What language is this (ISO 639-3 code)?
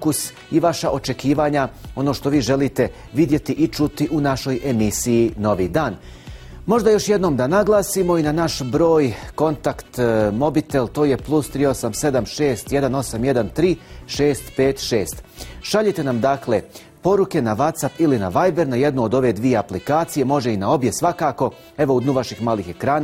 bos